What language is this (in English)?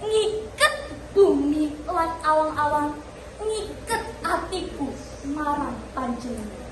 Javanese